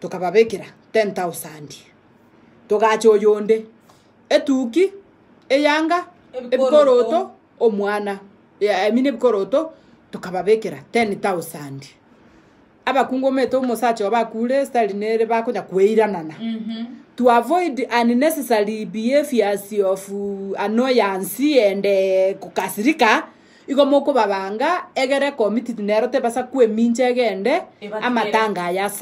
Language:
Gusii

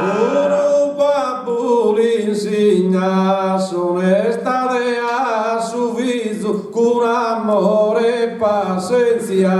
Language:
Sardinian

